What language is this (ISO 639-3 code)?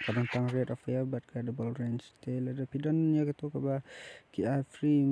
kha